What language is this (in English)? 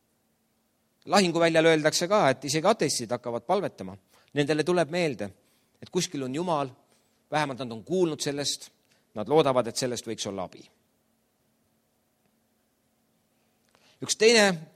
Estonian